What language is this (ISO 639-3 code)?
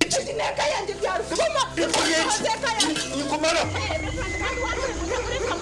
nyn